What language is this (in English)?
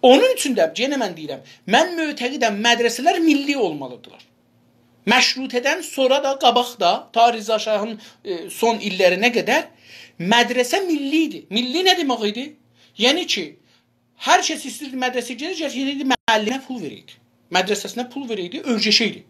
South Azerbaijani